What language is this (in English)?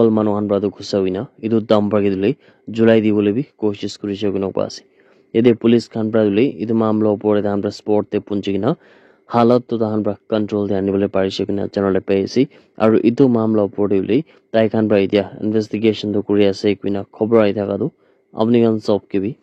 Naga Pidgin